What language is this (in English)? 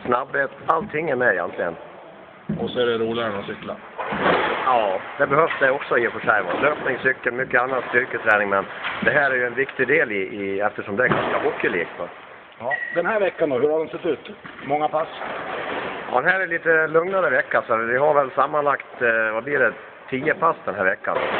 Swedish